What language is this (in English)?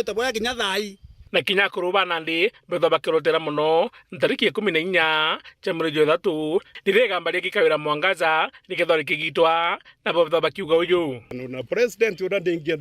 Meru